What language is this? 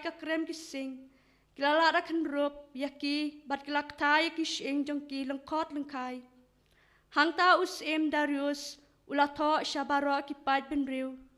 Khasi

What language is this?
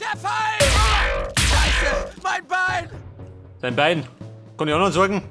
Bavarian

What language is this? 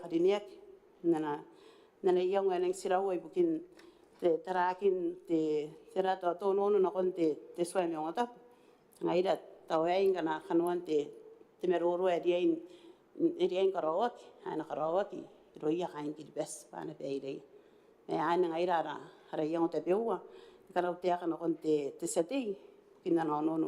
Gilbertese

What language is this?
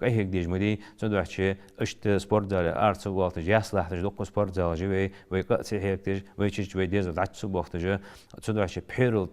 Ingush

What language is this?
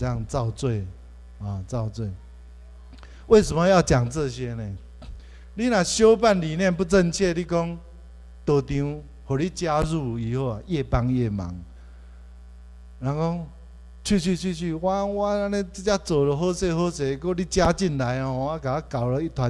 Chinese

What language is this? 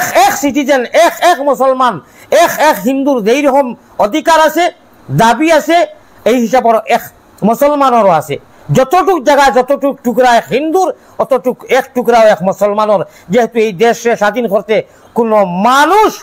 Sylheti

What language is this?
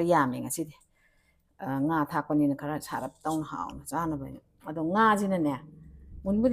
Manipuri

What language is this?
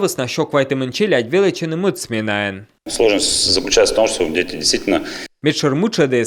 Komi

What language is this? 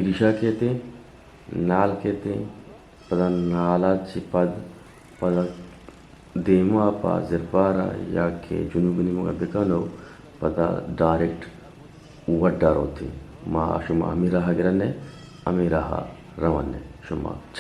Eastern Balochi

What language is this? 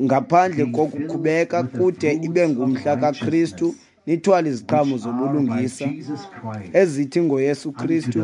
Xhosa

